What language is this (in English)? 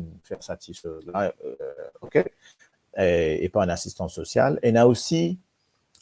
Morisyen